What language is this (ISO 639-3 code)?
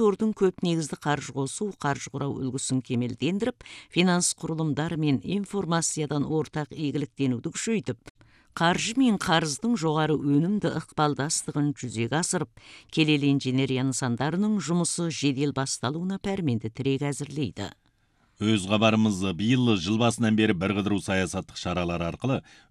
kaz